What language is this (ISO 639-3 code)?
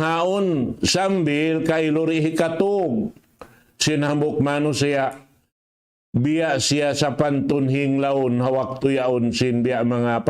tsg